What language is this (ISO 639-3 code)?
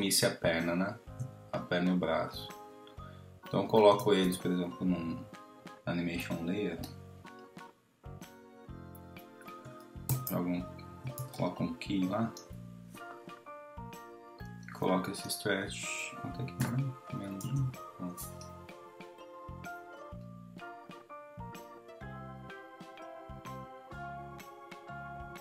por